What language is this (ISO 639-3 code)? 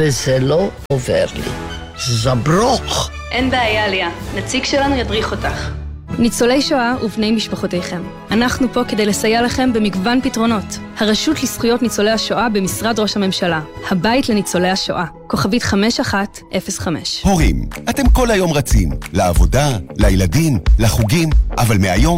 heb